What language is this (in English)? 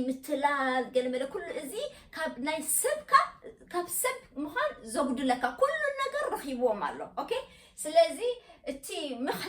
Tigrinya